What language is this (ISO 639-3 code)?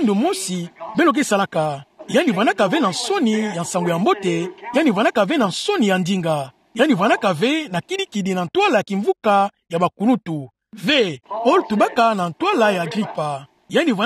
ktu